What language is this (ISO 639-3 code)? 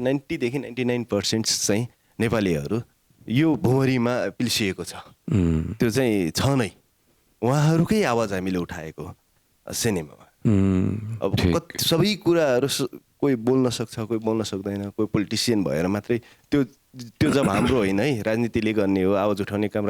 nep